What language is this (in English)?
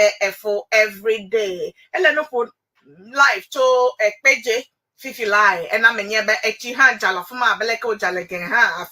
Ewe